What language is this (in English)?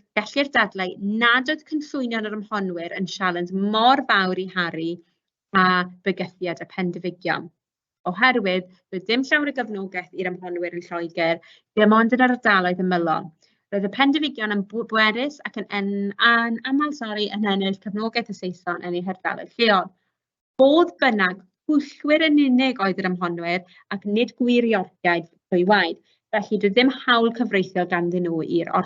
Welsh